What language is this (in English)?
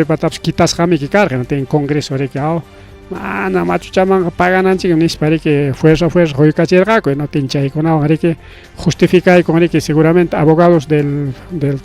Ayacucho Quechua